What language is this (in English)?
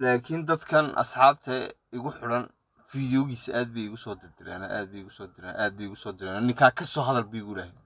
Somali